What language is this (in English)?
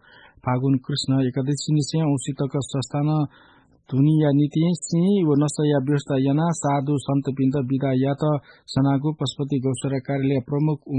Newari